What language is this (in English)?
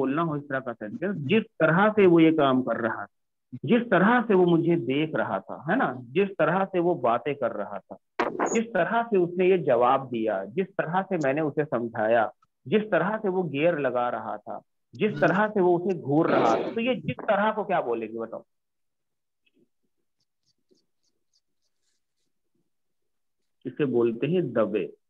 Hindi